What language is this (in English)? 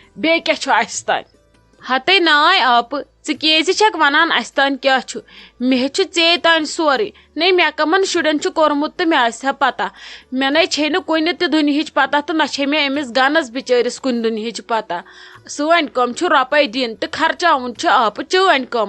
Kashmiri